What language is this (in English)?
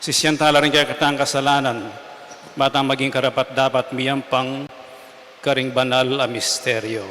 Pampanga